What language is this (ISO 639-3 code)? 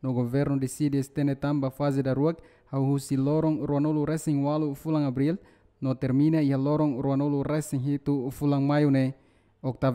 tet